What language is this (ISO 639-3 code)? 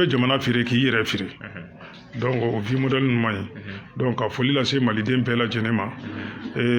bam